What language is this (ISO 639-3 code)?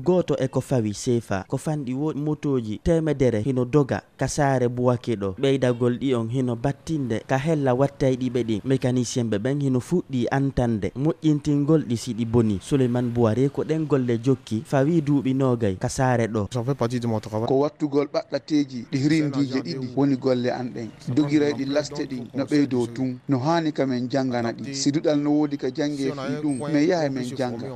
ful